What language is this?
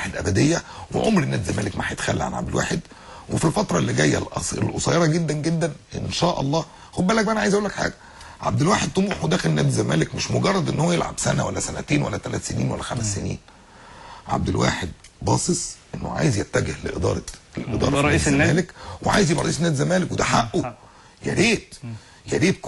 Egyptian Arabic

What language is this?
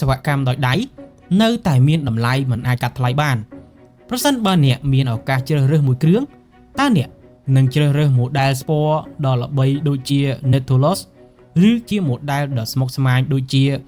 Khmer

